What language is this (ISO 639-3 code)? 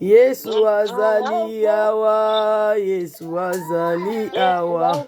lin